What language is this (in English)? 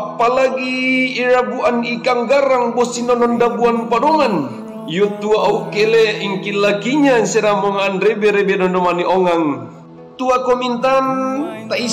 Mongondow